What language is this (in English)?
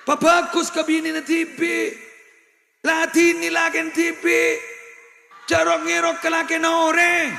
Madurese